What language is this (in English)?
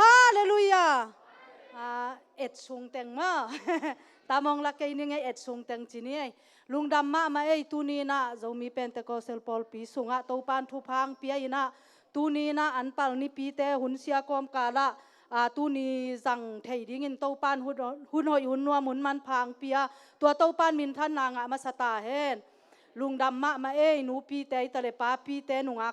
Tedim Chin